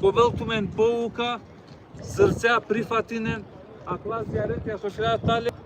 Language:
Balkan Romani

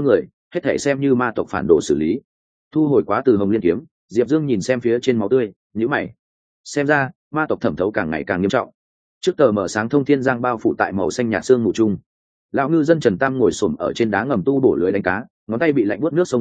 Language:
Vietnamese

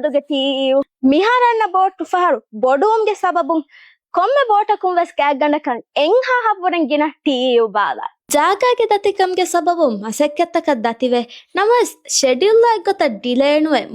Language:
Divehi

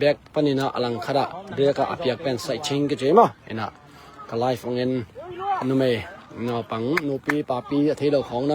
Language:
Tedim Chin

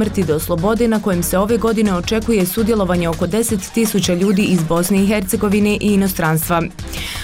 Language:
Bosnian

